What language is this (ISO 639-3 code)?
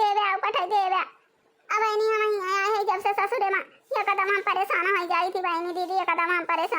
awa